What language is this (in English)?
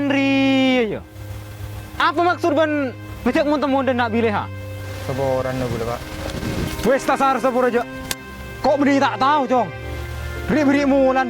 Madurese